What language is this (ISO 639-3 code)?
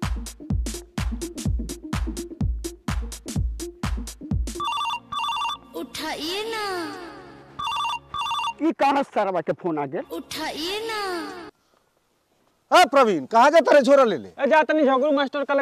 bho